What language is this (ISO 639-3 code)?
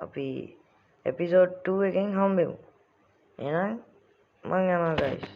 sin